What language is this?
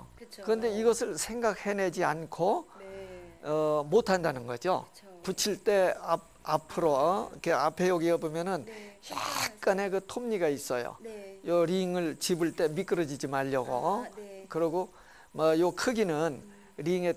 Korean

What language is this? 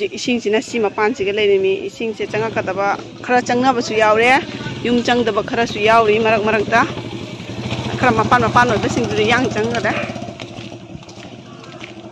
Manipuri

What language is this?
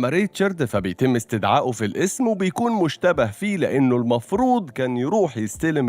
Egyptian Arabic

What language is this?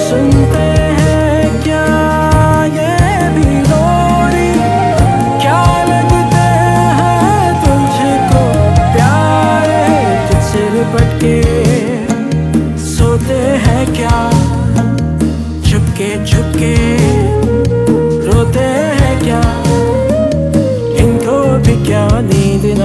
Hindi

